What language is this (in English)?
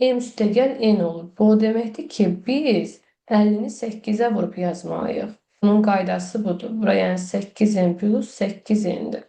Azerbaijani